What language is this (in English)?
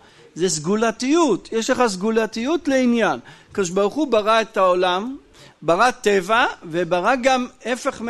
Hebrew